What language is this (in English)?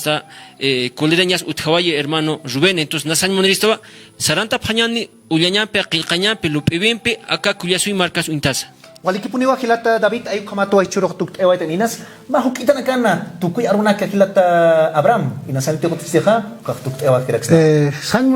Aymara